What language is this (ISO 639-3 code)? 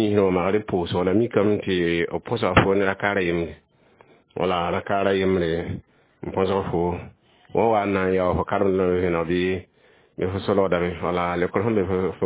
mos